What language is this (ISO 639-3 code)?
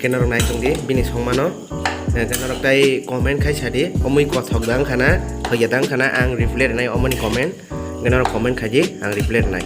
trp